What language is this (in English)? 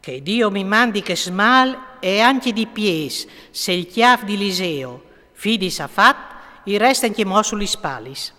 Friulian